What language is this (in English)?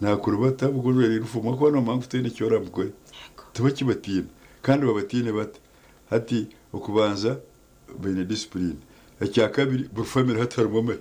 Nyankole